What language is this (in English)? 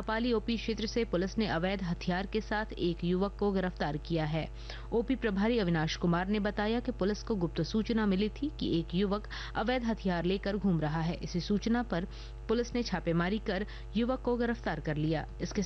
Hindi